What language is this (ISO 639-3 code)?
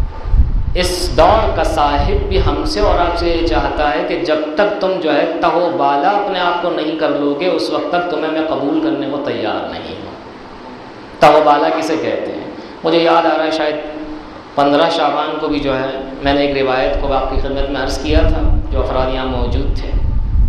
urd